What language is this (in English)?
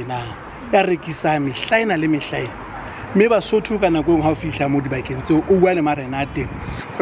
Southern Sotho